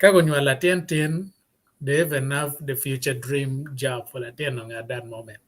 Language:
Acoli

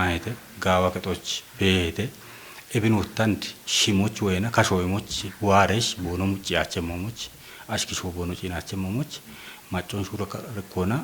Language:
Kafa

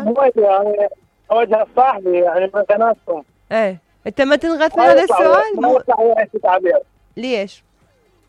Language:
Mesopotamian Arabic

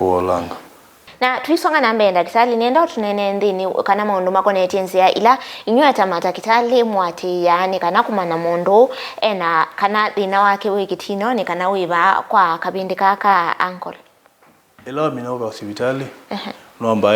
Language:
Kamba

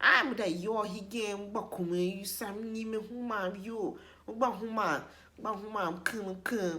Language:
Tiv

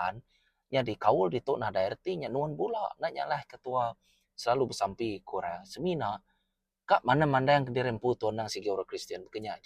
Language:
Iban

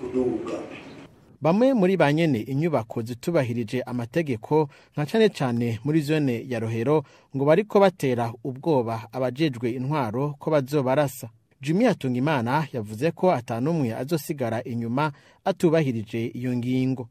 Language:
Rundi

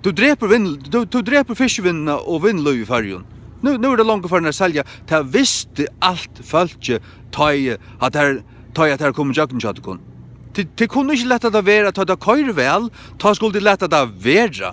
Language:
Faroese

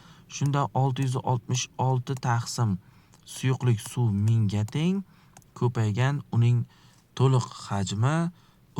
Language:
Uzbek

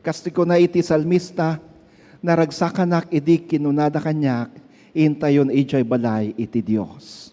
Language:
Iloko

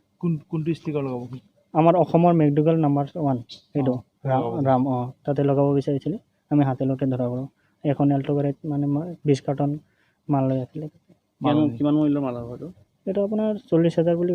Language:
Assamese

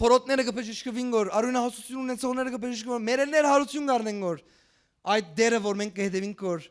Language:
Western Armenian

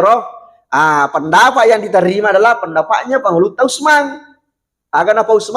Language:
Buginese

